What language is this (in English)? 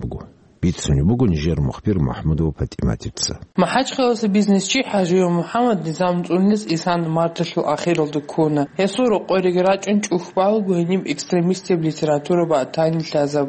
Avaric